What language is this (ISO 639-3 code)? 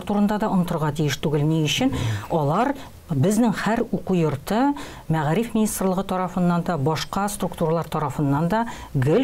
tat